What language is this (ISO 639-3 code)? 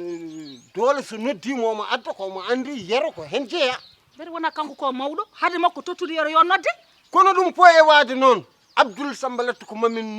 ful